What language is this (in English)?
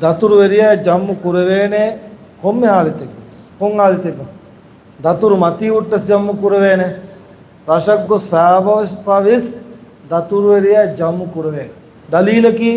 Divehi